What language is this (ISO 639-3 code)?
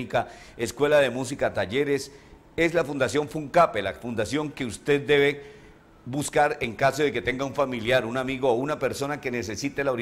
spa